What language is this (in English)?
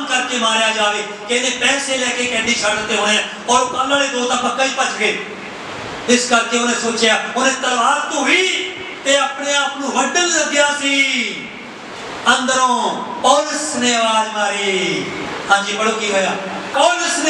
Punjabi